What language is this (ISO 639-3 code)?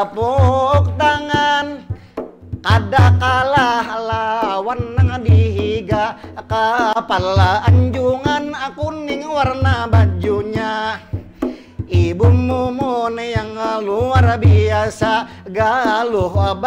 bjn